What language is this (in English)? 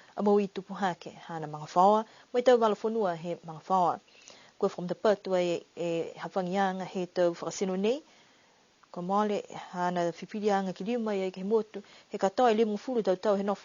Niuean